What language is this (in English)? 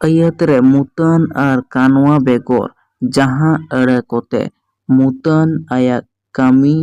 Santali